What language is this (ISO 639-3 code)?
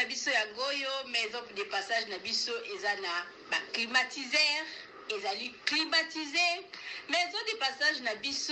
lin